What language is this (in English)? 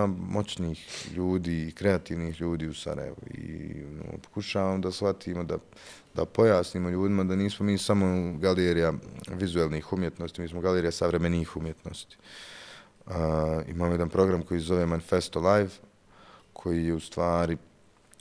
Bosnian